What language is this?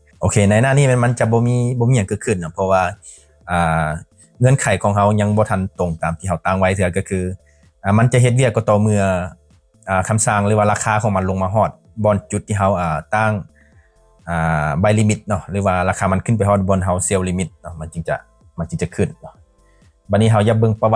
Lao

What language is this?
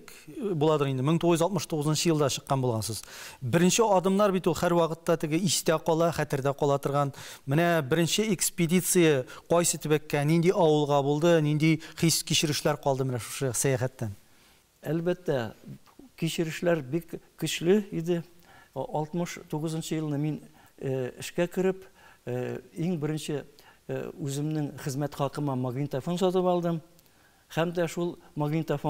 Tatar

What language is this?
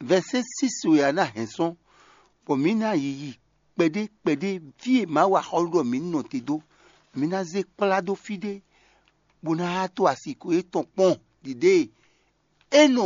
Fon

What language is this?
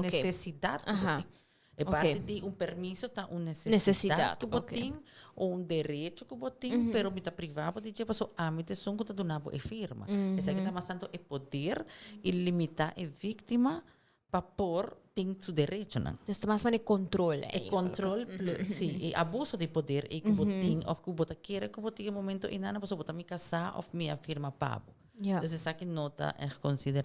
Papiamento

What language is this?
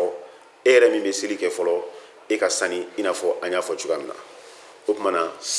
Bambara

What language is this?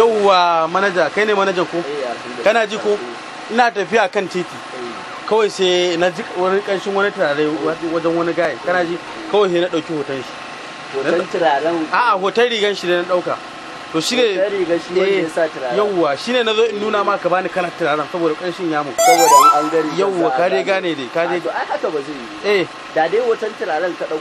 Hausa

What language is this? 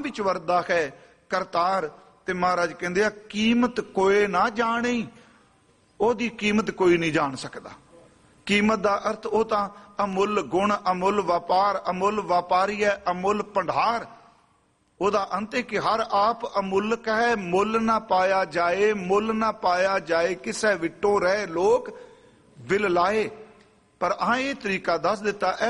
Punjabi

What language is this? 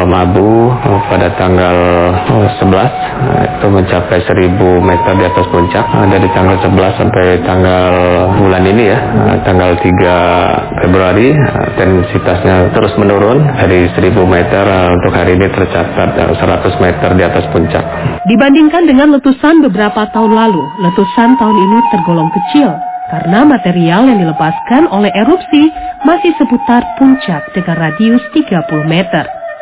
Indonesian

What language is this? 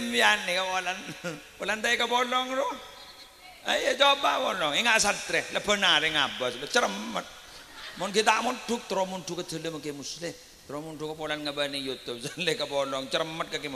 Madurese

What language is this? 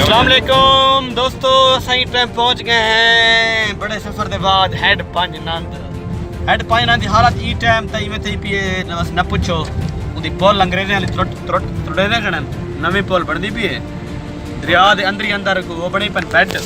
Saraiki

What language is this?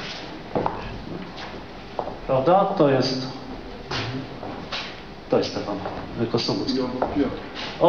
Polish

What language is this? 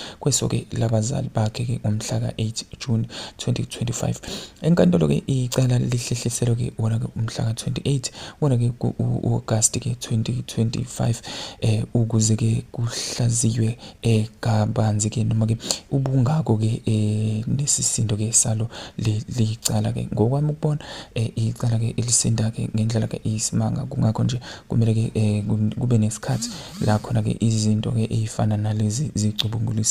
Zulu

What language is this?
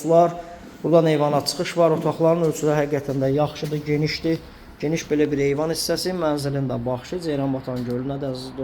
Azerbaijani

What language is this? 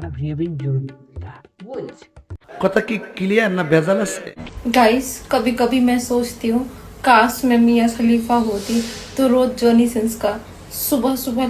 Santali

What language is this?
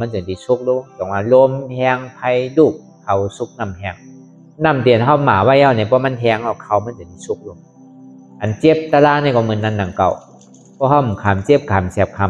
Shan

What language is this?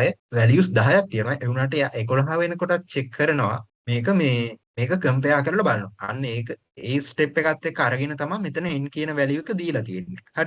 Sinhala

